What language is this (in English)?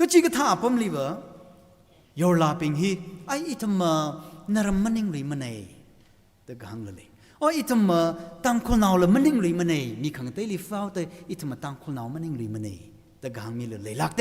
Tangkhul Naga (India)